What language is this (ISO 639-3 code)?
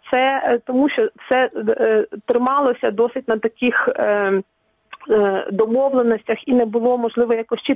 ukr